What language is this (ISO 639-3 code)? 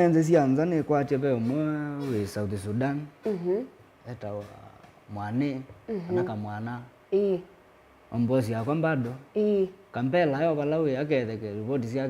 kam